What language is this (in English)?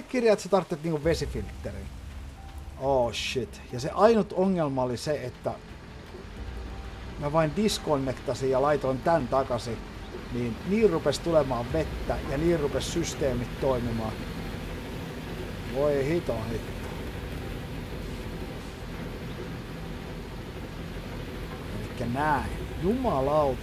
Finnish